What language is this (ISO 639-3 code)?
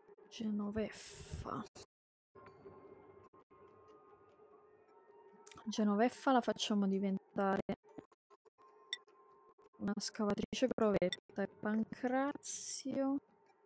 ita